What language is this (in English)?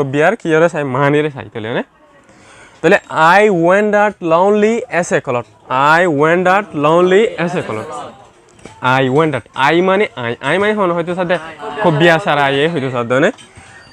Rohingya